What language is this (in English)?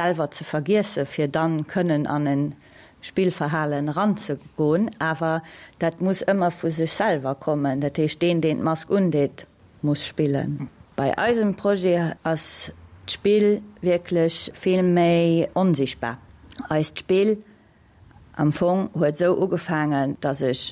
Luxembourgish